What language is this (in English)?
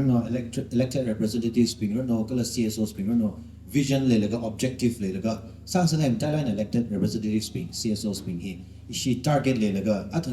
Tangkhul Naga (India)